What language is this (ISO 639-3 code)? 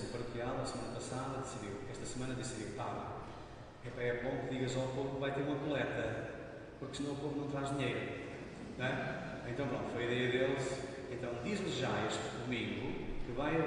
por